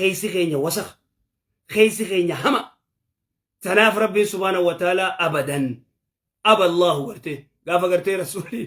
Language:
Oromo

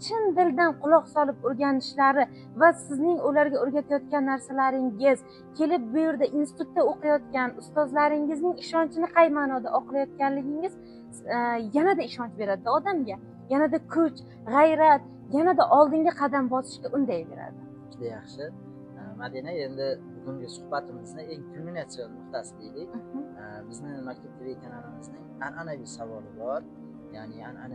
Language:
Uzbek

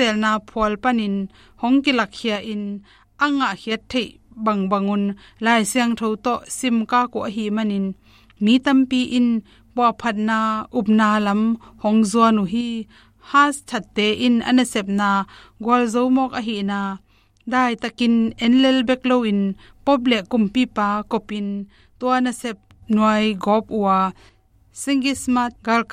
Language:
Tedim Chin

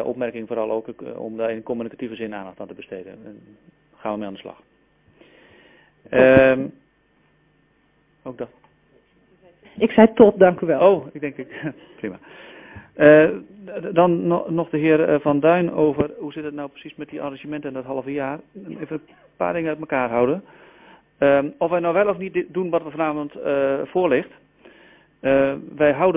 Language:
Dutch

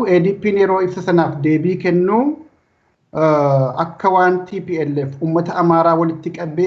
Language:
Oromo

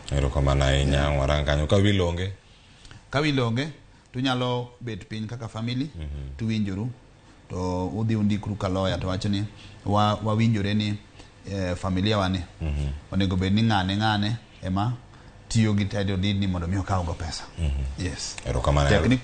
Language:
Luo (Kenya and Tanzania)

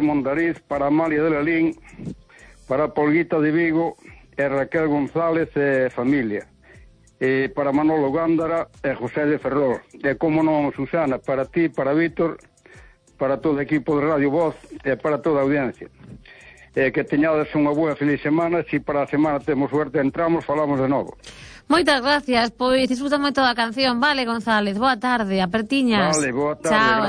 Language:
Galician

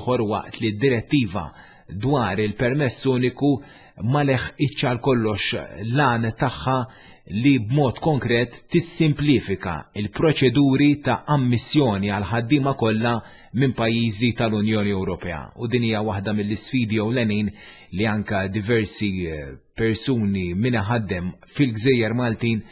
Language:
Maltese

